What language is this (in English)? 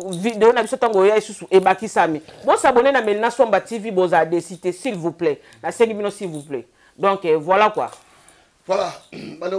Lingala